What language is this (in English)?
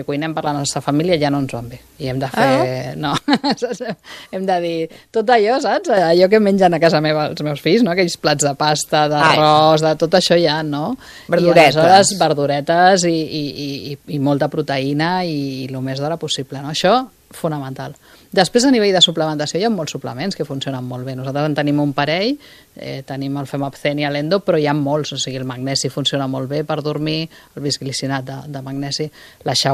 Catalan